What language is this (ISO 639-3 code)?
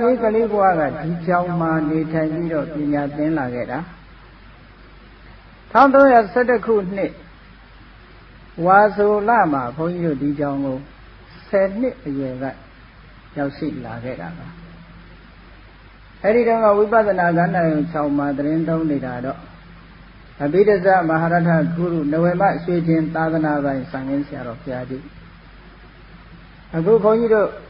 mya